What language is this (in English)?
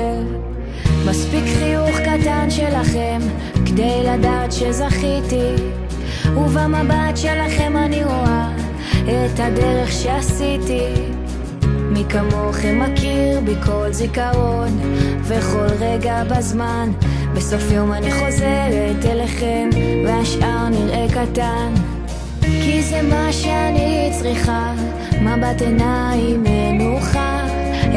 Hebrew